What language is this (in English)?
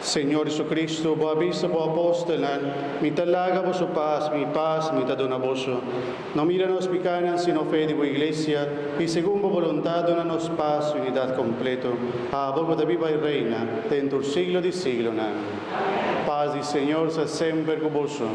Papiamento